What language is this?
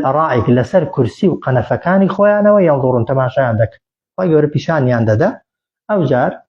Central Kurdish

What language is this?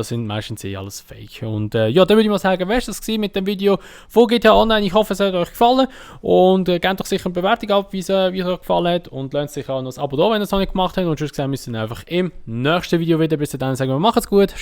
Swiss German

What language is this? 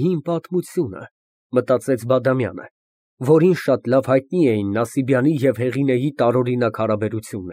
Armenian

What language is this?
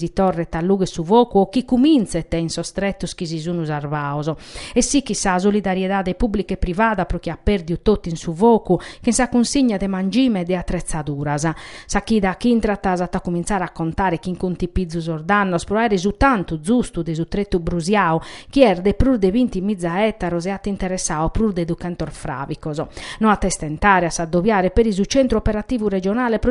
Sardinian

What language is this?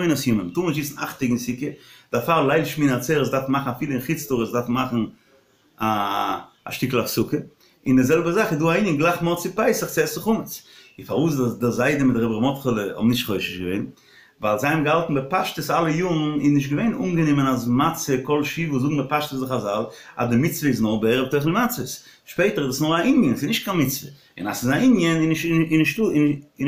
Yiddish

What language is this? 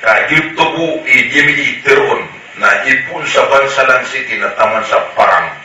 Maranao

